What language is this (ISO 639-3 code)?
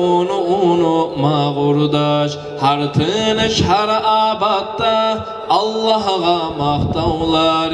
kum